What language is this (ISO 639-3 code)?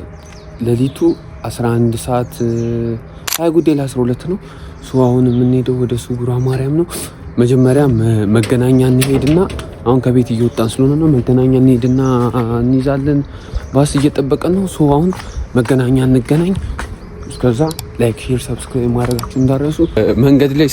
amh